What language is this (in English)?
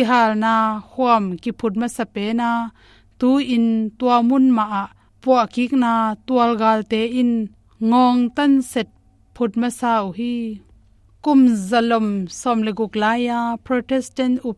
Tedim Chin